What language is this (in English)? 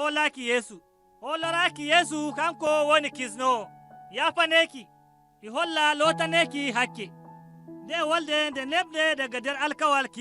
Nigerian Fulfulde